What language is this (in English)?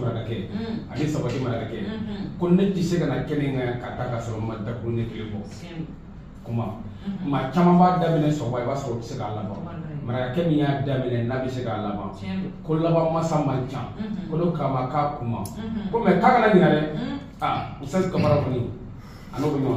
Bambara